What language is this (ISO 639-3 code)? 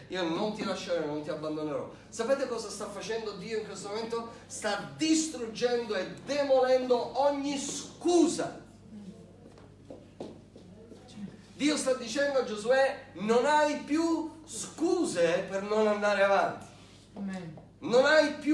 ita